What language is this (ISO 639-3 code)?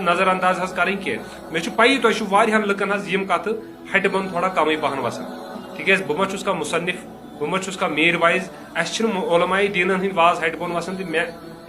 kas